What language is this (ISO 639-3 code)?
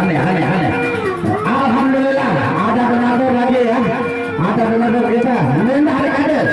sas